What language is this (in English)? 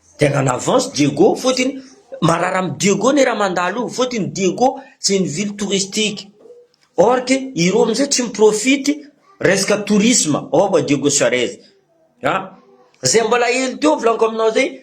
Malagasy